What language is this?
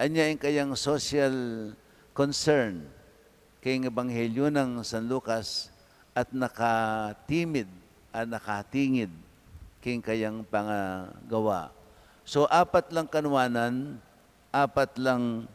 Pampanga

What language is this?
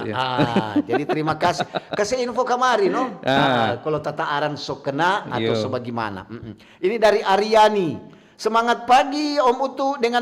Manado Malay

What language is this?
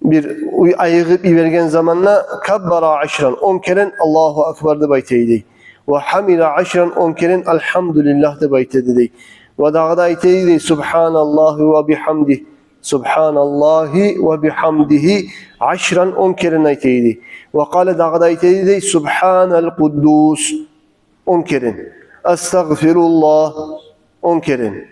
Kumyk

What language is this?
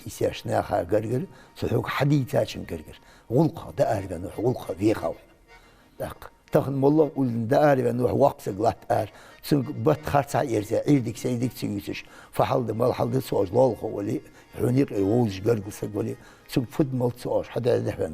Ingush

